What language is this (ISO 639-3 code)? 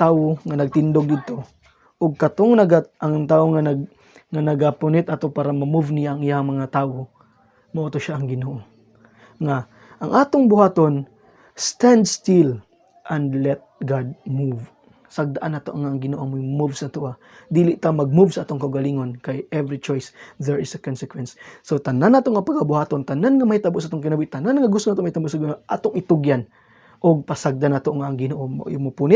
ceb